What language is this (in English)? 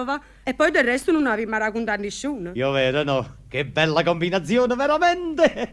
Neapolitan